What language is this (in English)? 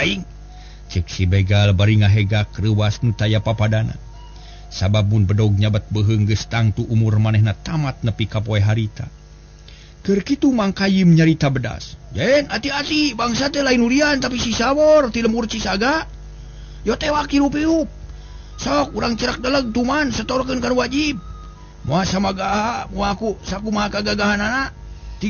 Sundanese